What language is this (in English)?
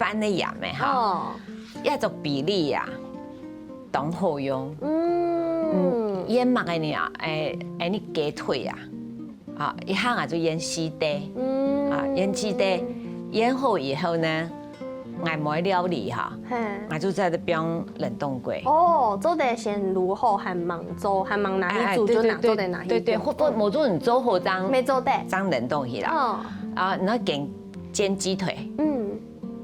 Hakka Chinese